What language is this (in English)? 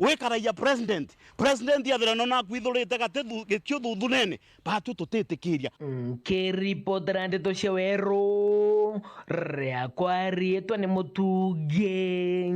Meru